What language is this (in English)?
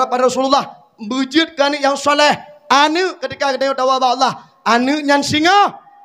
Achinese